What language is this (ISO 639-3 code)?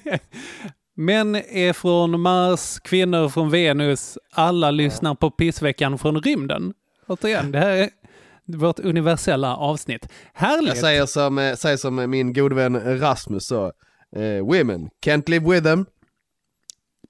swe